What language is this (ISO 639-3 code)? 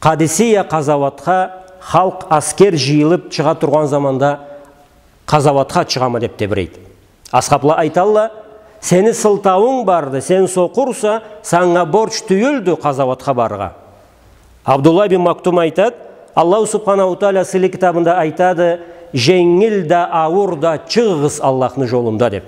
krc